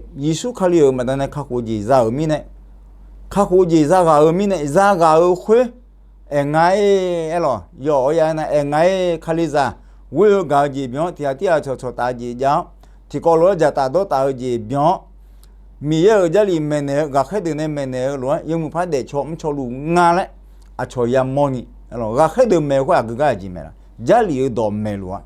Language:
Akha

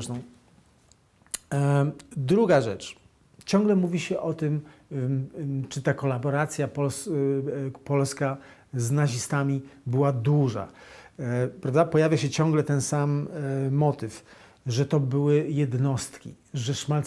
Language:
Polish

